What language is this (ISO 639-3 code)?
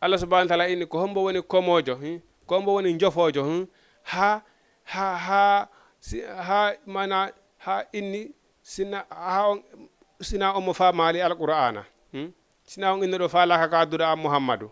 ful